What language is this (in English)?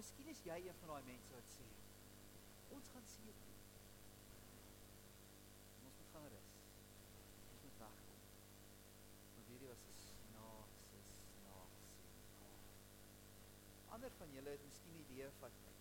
Afrikaans